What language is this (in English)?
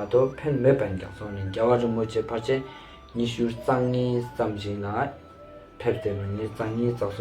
Ladakhi